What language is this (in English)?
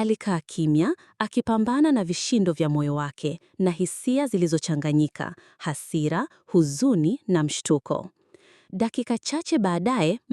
Swahili